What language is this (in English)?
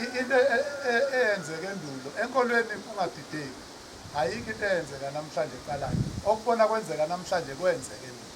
Zulu